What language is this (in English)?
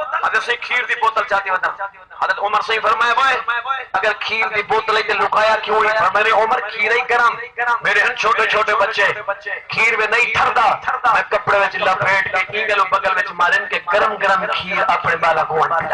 Saraiki